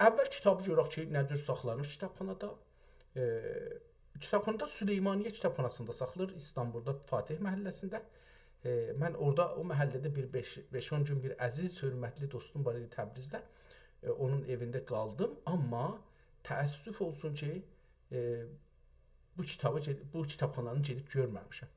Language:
South Azerbaijani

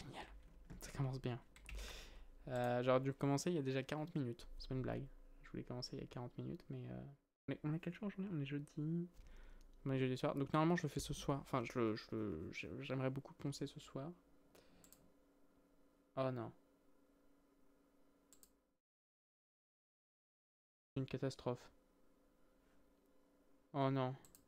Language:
French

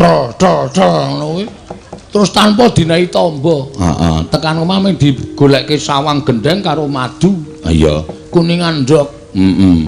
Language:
Javanese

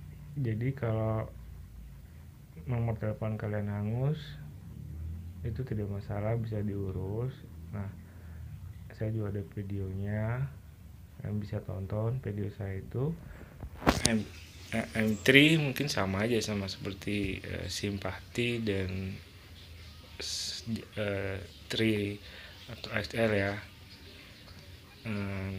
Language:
Indonesian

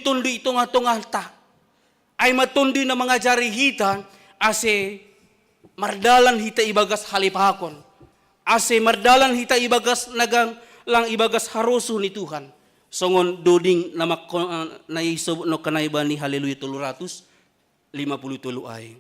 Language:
Batak Simalungun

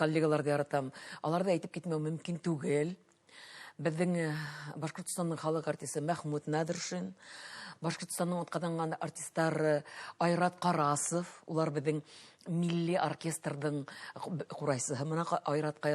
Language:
Bashkir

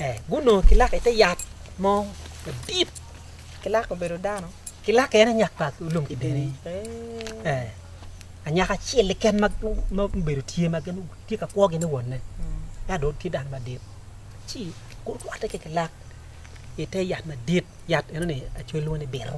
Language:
Acoli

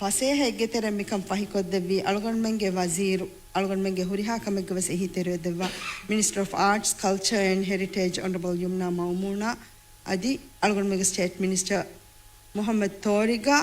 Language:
Divehi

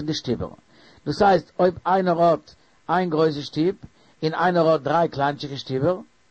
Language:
Yiddish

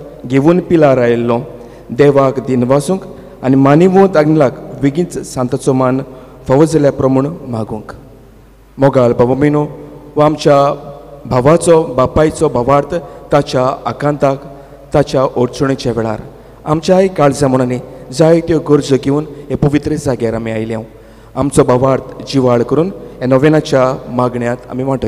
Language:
Konkani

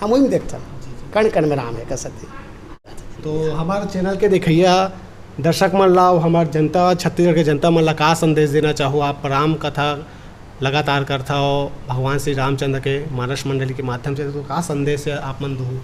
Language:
Chhattisgarhi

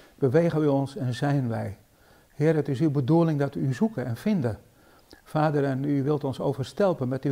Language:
Dutch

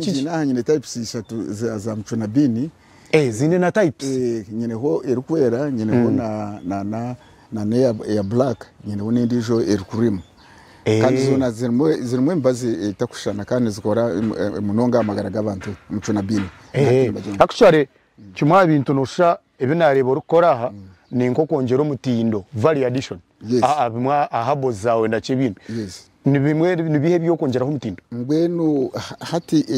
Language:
Nyankole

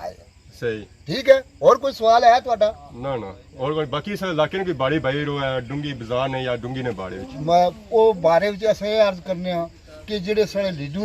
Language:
Pahari-Potwari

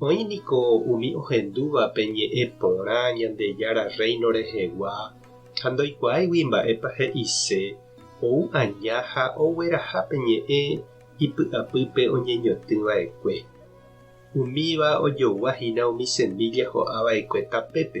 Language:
Guarani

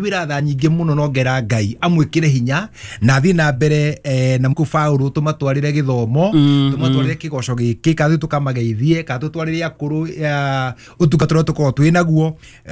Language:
Kikuyu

